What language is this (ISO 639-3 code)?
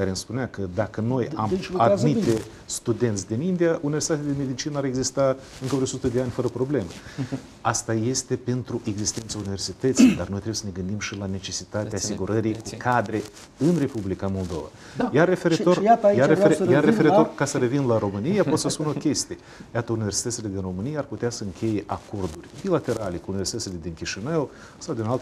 ron